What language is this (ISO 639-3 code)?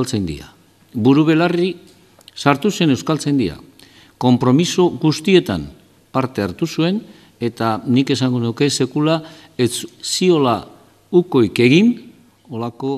eus